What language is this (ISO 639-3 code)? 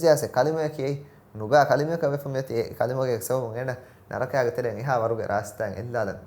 div